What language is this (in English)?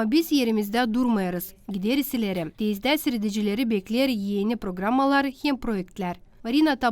Gagauz